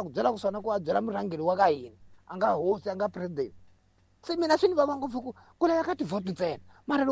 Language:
Tsonga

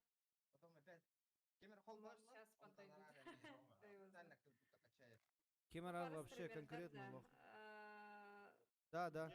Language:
Yakut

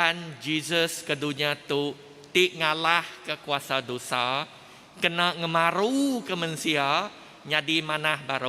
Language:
Iban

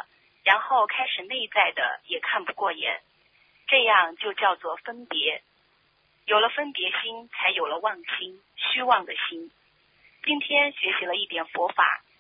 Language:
Chinese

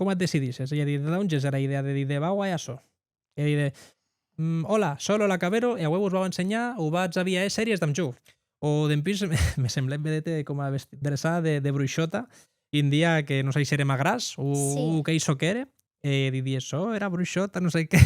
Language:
Occitan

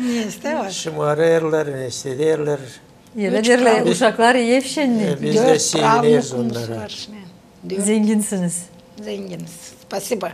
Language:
Gagauz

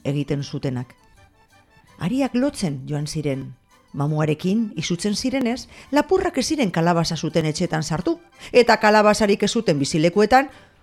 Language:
Basque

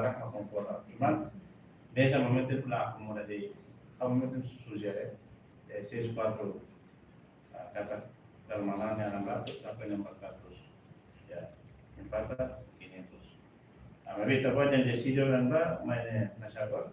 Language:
Tetum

